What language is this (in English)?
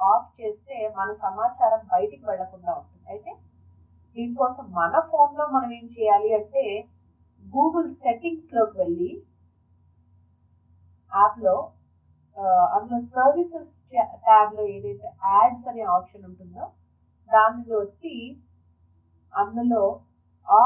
Telugu